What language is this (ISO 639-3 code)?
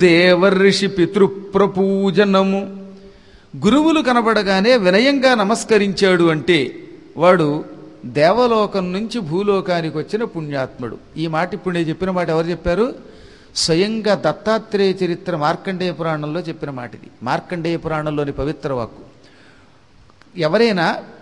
tel